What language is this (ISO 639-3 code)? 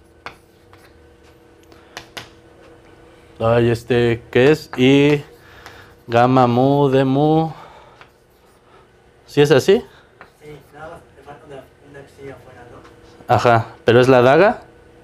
spa